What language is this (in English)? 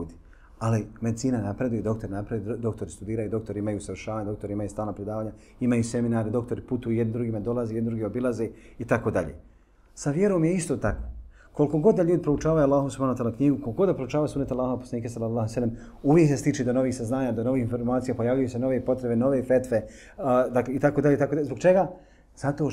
Bosnian